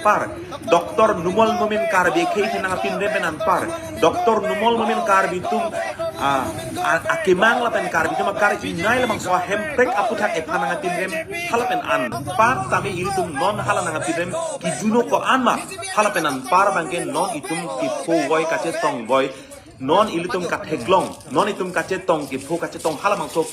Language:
Karbi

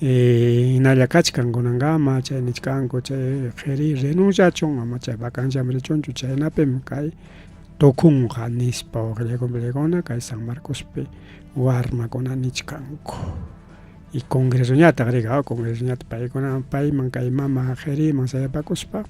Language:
Ayacucho Quechua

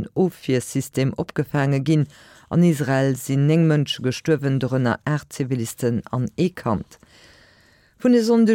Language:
Luxembourgish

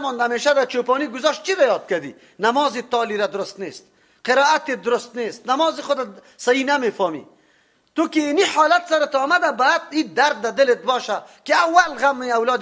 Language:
Persian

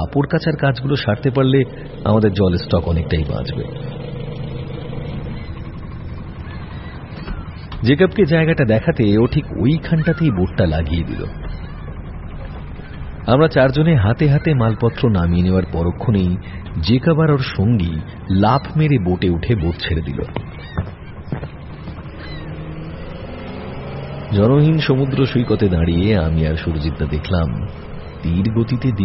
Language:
Bangla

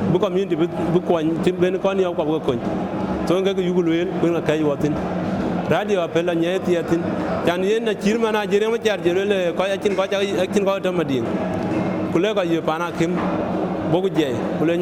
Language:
Dinka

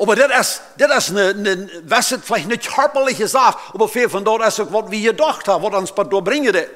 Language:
Plautdietsch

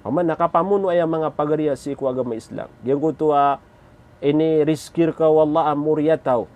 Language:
Maranao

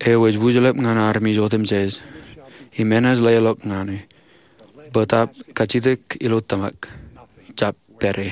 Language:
Marshallese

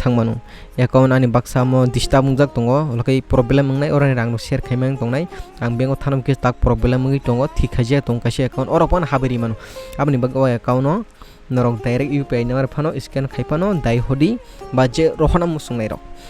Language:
Kok Borok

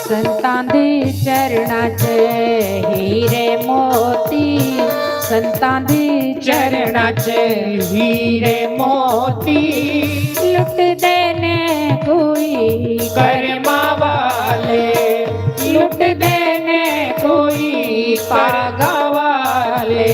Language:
Dogri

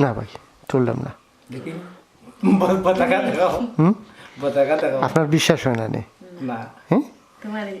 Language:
Sylheti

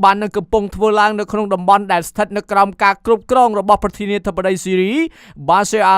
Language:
Khmer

